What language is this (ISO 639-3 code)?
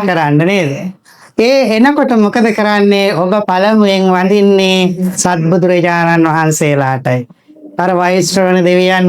sin